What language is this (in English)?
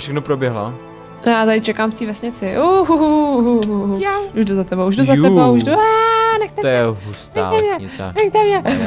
Czech